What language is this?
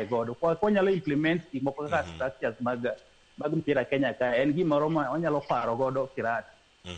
Luo (Kenya and Tanzania)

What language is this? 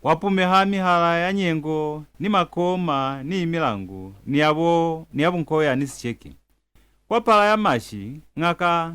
Lozi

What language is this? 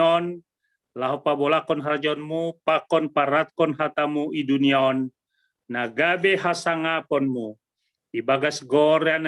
Batak Simalungun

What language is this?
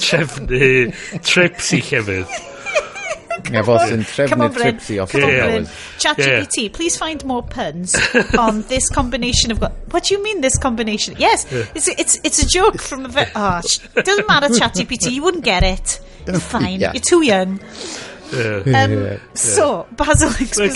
Welsh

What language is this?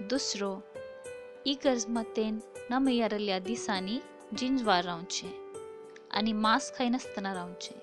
Konkani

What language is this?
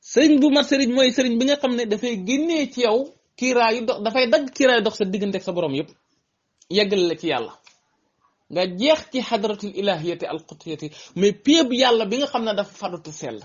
Wolof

